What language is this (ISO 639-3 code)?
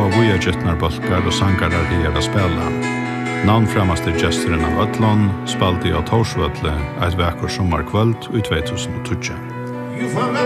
fao